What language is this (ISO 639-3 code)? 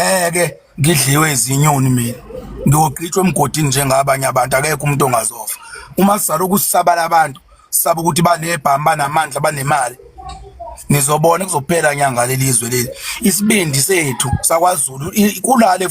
zul